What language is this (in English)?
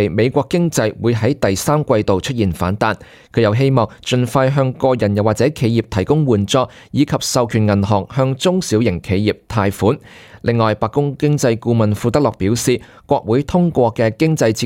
Cantonese